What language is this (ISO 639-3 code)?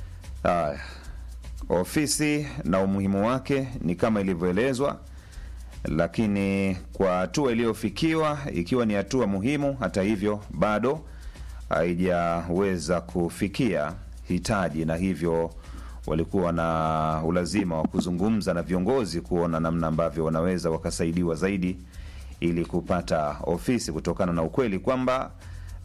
swa